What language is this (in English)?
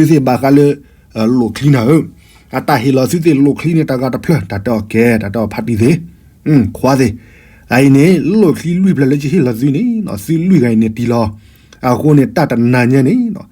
S'gaw Karen